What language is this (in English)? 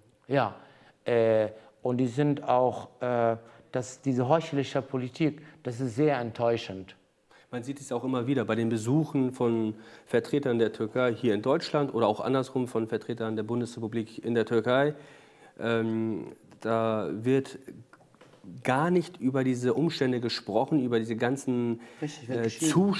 German